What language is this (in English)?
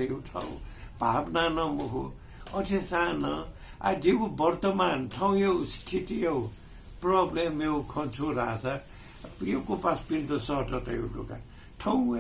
Newari